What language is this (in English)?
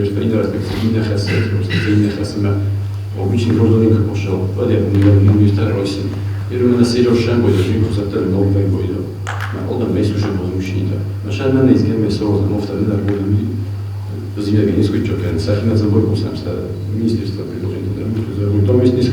Ossetic